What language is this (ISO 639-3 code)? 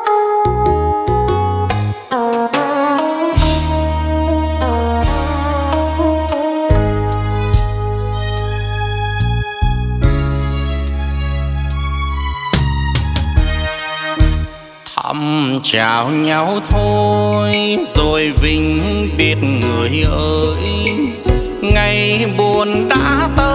vie